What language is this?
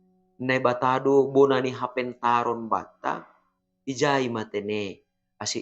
Batak Simalungun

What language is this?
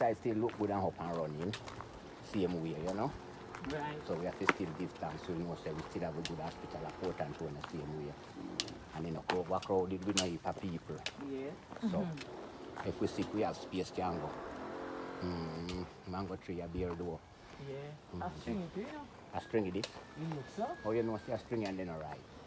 Jamaican Creole English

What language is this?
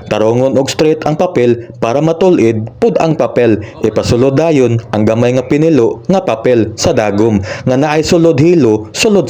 Cebuano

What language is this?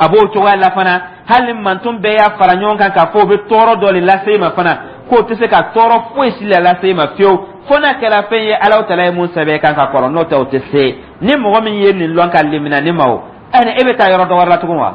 Dyula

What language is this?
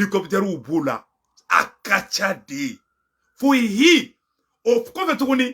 Bambara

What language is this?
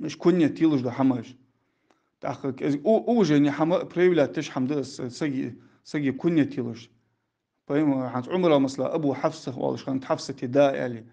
Ingush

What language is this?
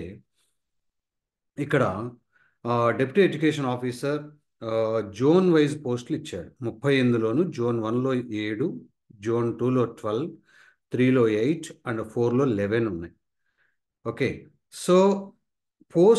Telugu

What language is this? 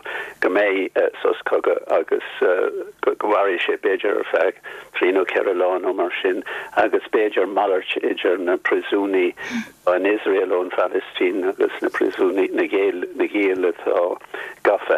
Irish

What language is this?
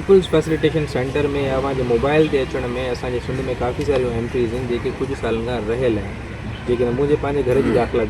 Sindhi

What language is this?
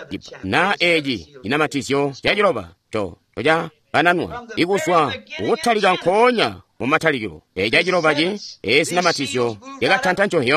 Tonga (Zambia)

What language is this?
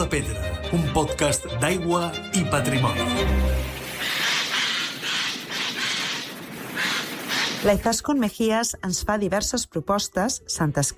Catalan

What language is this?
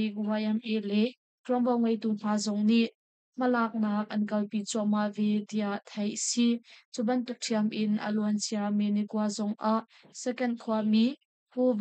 Hakha Chin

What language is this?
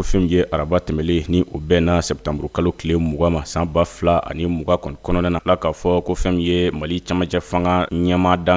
Bambara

